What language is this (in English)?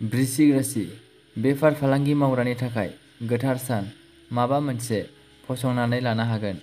Bodo